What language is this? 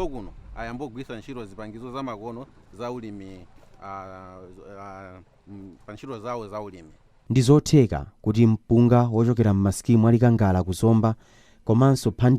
Nyanja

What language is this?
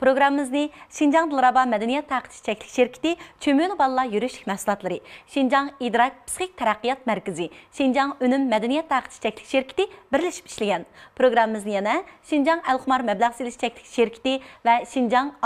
Uyghur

